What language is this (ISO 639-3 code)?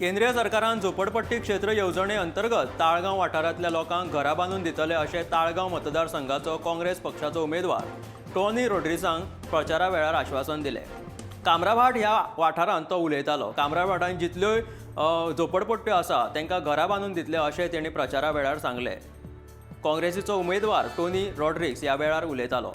kok